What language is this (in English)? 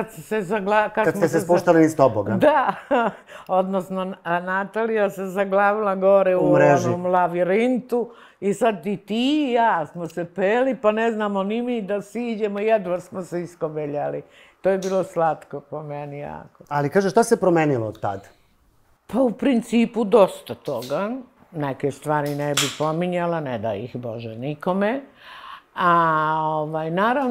Serbian